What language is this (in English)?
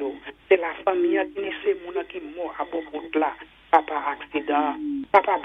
Saint Lucian Creole French